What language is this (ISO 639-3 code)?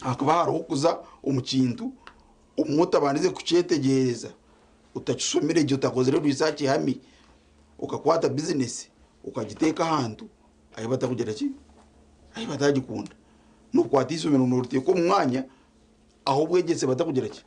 nyn